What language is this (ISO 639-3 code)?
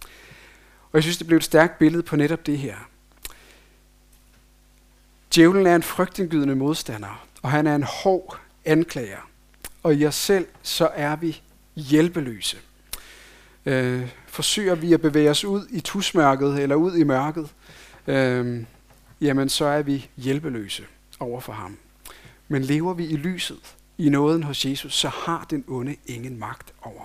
dan